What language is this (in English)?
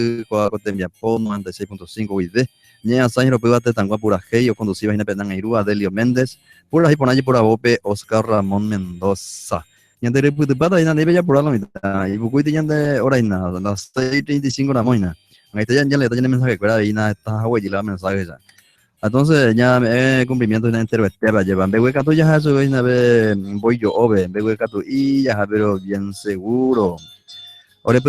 Guarani